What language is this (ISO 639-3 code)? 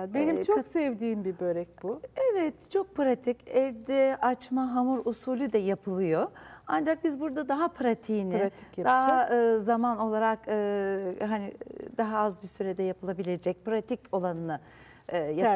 tur